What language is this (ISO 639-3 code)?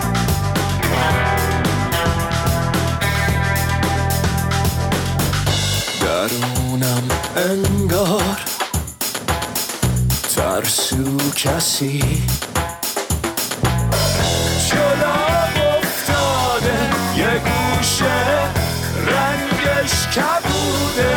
fas